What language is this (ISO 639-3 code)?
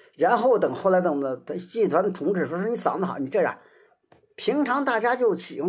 zho